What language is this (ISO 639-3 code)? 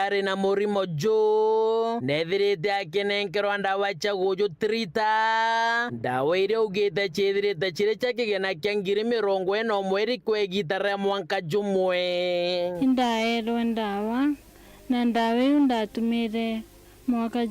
mer